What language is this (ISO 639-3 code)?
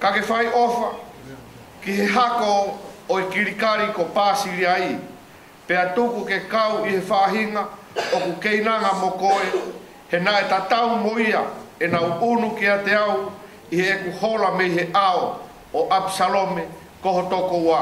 ton